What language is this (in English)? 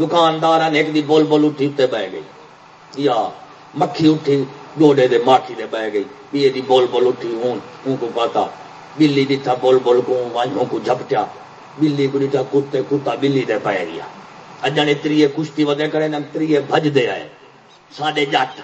Saraiki